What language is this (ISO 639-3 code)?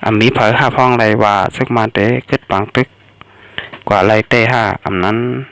shn